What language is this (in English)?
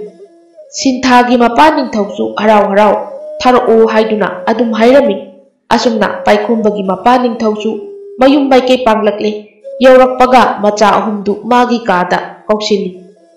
Manipuri